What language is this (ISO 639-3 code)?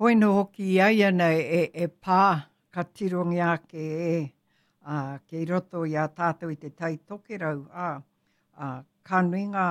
mri